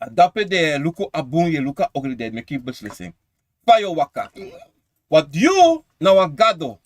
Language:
Sranan Tongo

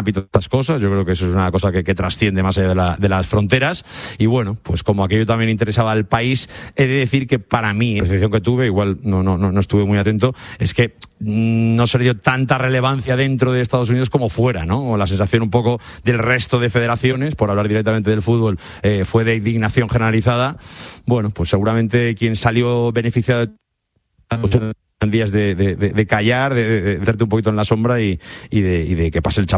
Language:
Spanish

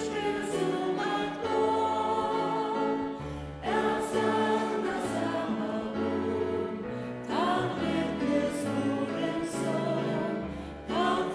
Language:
Faroese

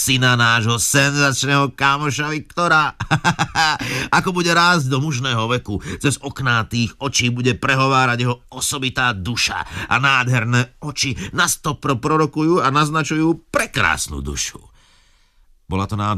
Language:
Slovak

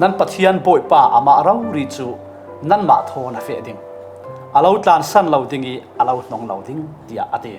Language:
Falam Chin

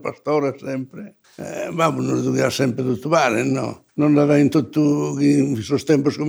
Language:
Sardinian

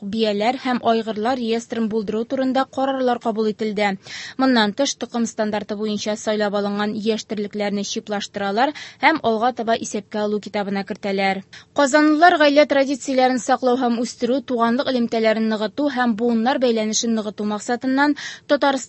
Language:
Tatar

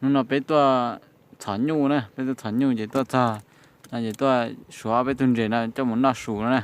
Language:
Hmong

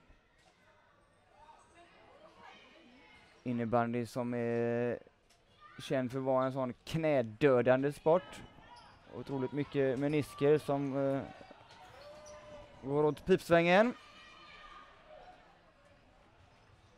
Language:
Swedish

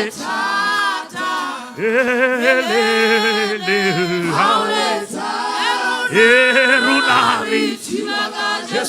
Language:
Southern Sotho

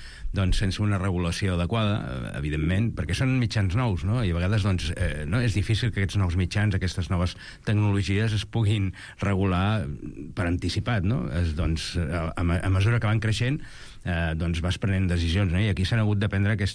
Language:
Catalan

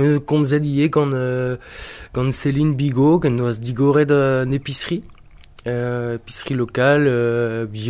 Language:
Breton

